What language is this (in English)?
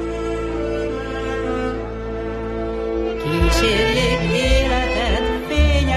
Hungarian